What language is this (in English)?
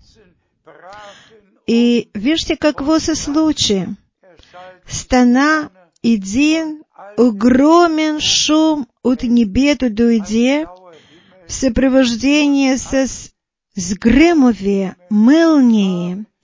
Bulgarian